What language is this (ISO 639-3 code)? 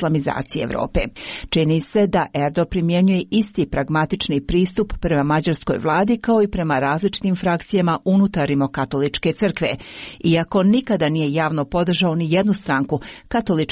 hrv